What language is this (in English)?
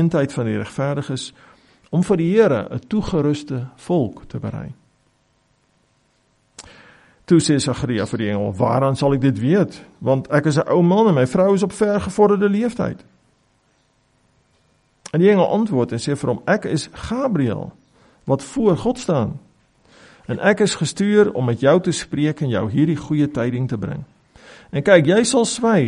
Afrikaans